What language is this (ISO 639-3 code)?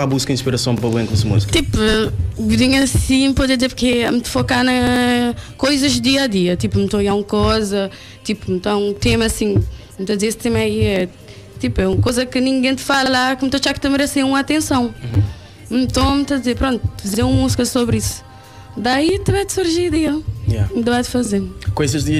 kea